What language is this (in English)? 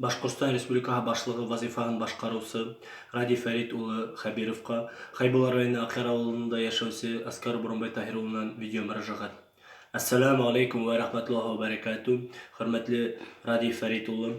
Bashkir